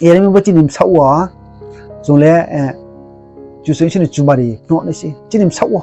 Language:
Riang (India)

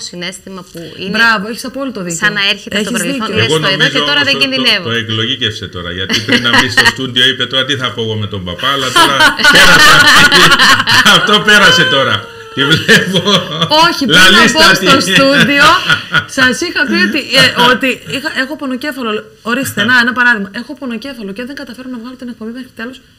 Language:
Greek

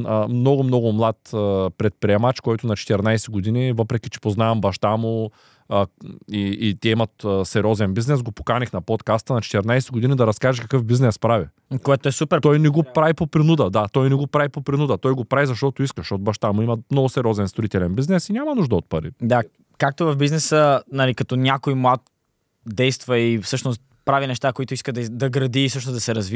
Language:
Bulgarian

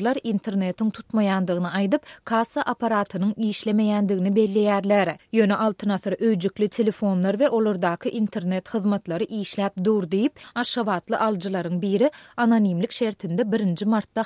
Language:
Turkmen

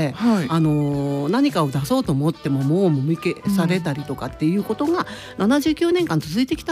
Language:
Japanese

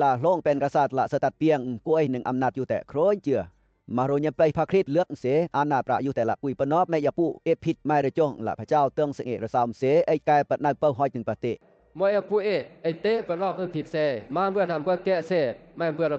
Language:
Western Lawa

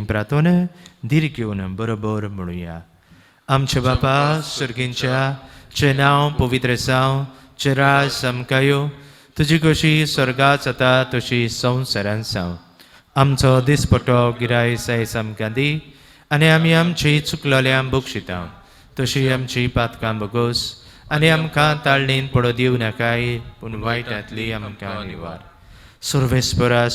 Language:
Konkani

